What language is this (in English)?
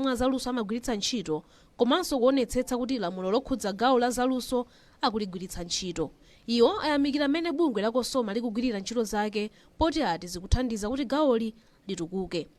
Nyanja